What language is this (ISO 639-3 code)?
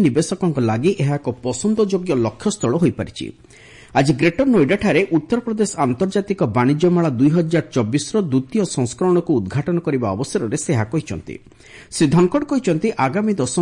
ori